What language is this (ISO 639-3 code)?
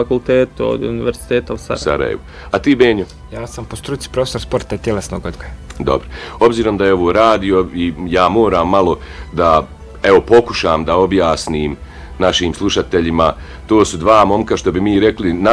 bos